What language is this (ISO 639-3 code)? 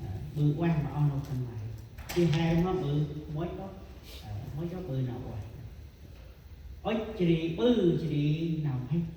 cmo